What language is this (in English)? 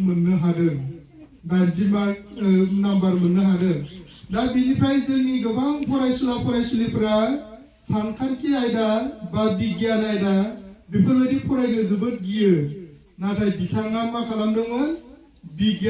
Bodo